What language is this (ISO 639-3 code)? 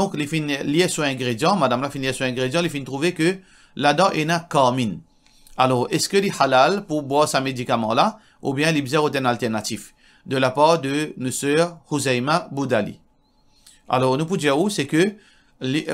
mfe